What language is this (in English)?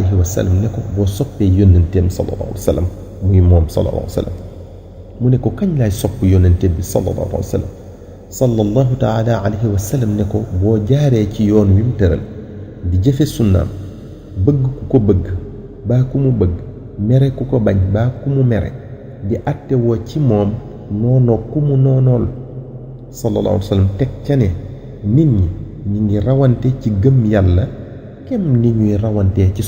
Wolof